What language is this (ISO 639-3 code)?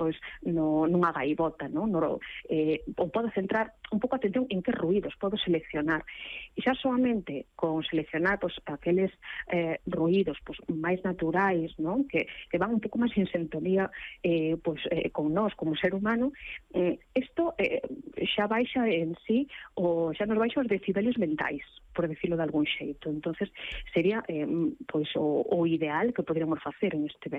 glg